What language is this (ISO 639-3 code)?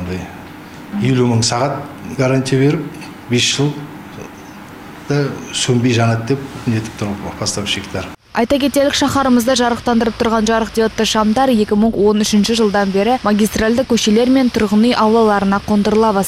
kaz